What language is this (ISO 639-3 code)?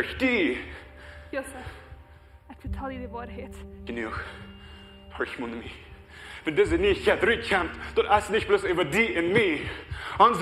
pdt